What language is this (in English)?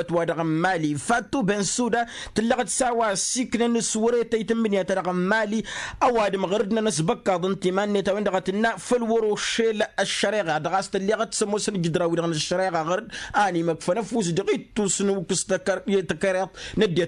Tamasheq